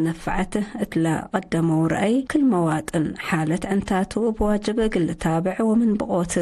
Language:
Tigre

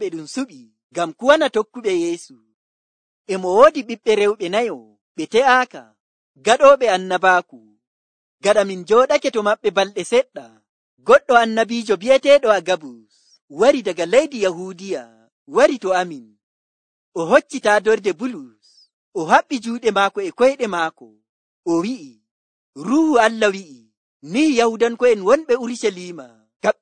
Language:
Nigerian Fulfulde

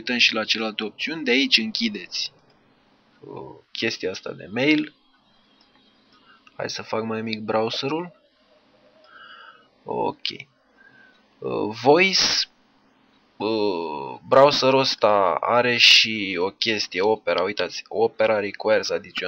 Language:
Romanian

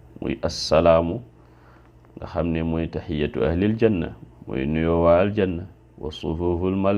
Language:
Wolof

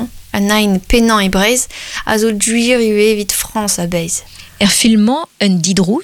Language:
Breton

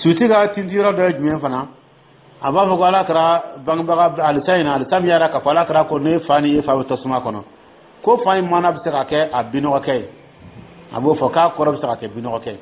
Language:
Dyula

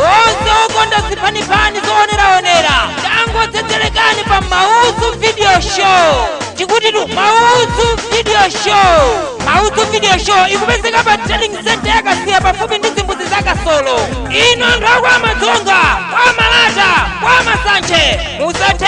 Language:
Nyanja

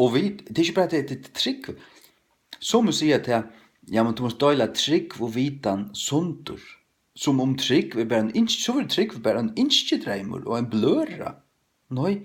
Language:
Faroese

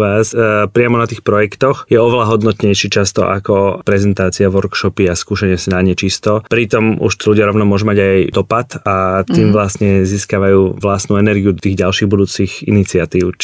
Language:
Slovak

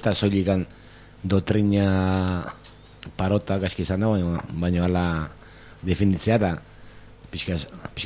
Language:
Basque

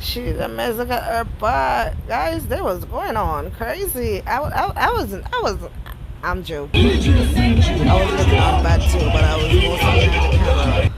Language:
Jamaican Creole English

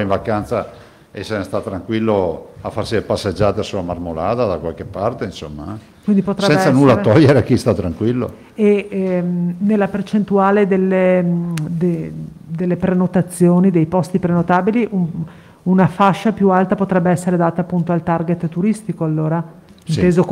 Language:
Italian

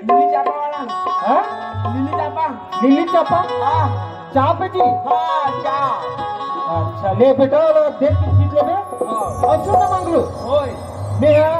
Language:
Chhattisgarhi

